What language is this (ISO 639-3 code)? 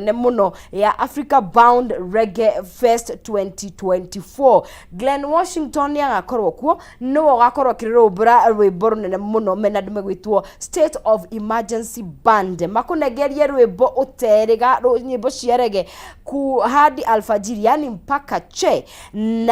kik